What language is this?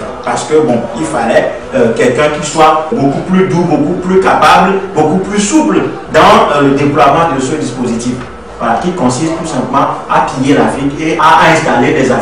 French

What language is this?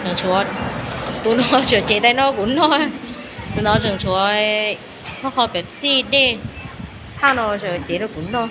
Hmong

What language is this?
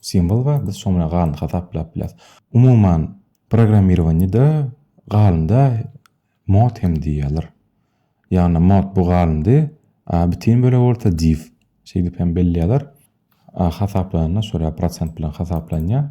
Turkmen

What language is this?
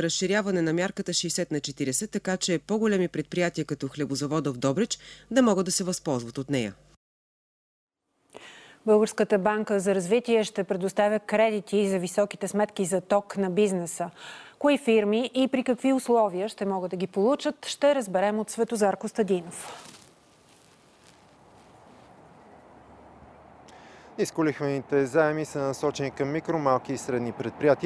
Bulgarian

